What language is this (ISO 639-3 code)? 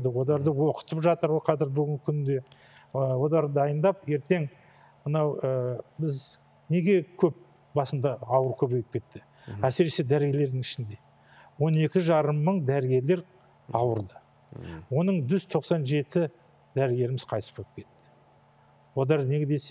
kaz